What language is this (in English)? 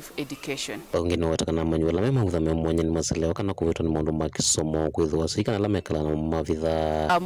Kamba